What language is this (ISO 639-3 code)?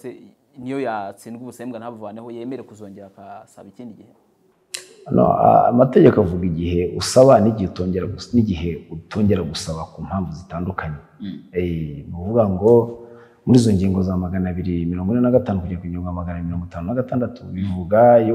kin